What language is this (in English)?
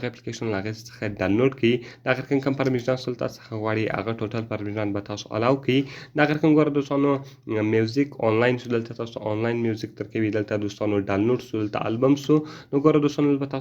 Pashto